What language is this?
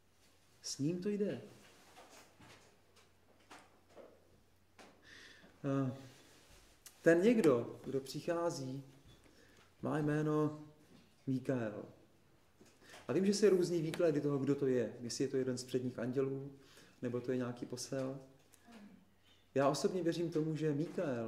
Czech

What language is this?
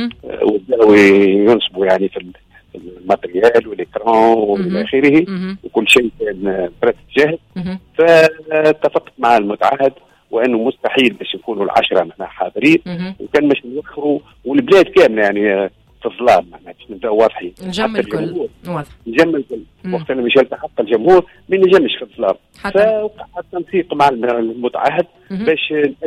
Tunisian Arabic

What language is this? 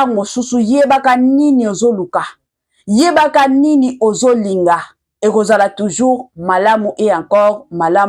Lingala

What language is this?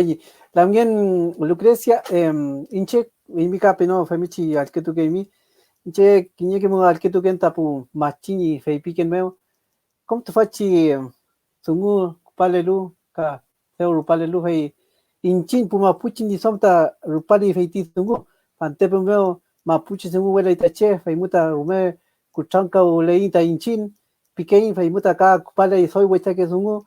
Mapuche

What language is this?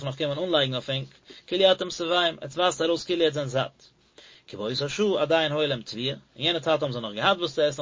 Yiddish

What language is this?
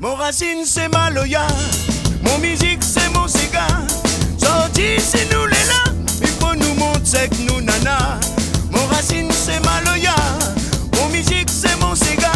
Réunion Creole French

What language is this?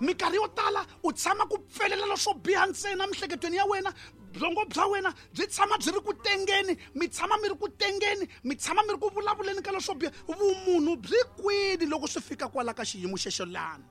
Tsonga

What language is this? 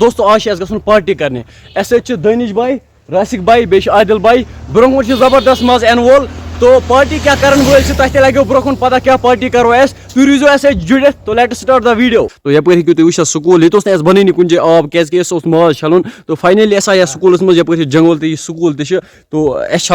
Kashmiri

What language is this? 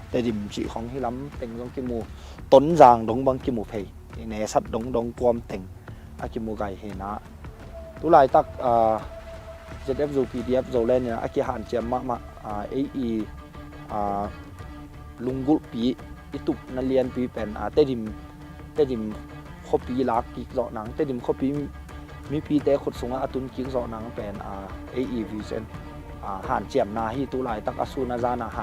Tedim Chin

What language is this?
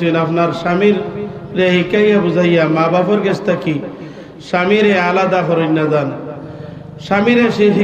Sylheti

